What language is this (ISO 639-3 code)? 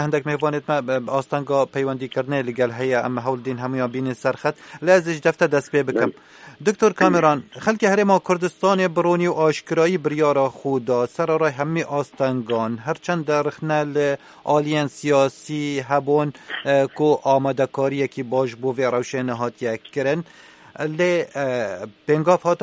kur